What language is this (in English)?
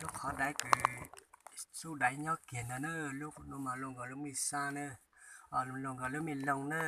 Hmong